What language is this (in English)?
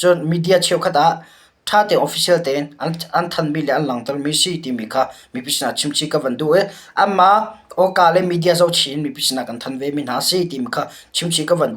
Hakha Chin